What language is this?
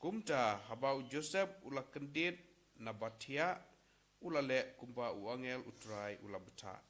Khasi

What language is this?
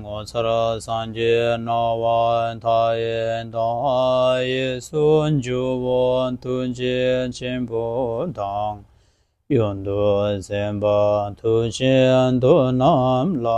Tibetan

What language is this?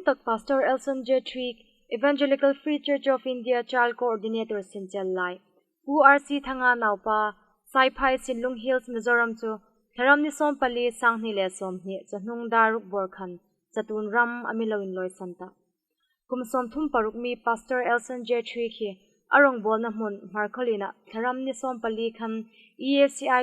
Hmar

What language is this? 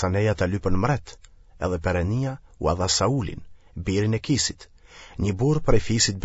Albanian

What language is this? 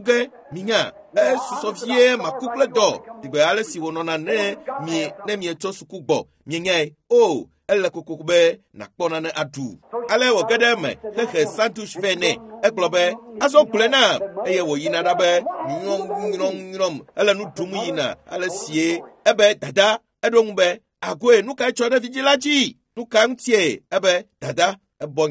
Ewe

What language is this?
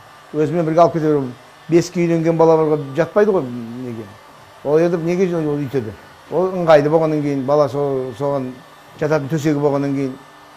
Kazakh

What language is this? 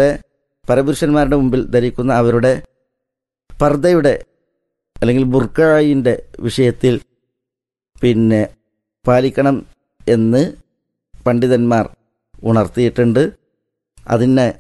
Malayalam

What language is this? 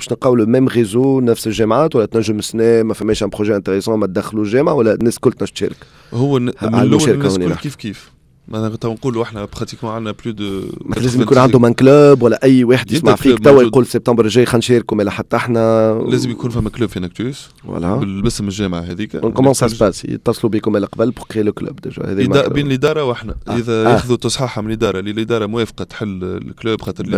Tunisian Arabic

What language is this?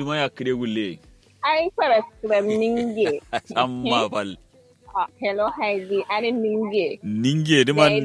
Kanuri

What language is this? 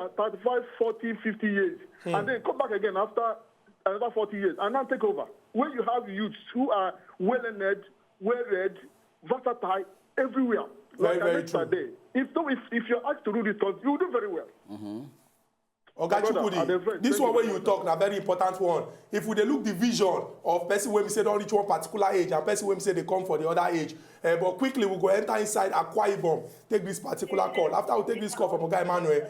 Nigerian Pidgin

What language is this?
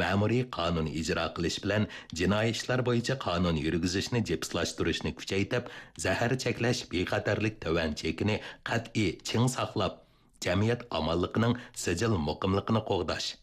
Uyghur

